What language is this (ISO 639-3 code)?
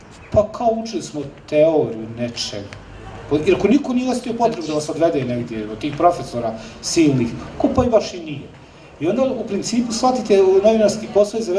bos